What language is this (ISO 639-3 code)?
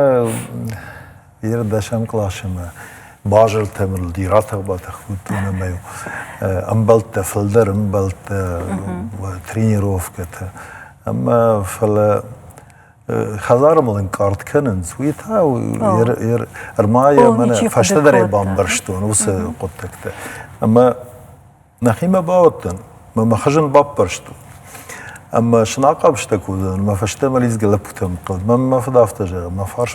oss